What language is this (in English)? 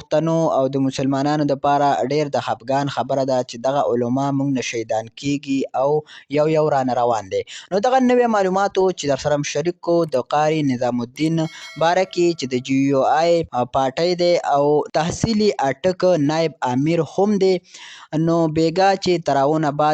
Pashto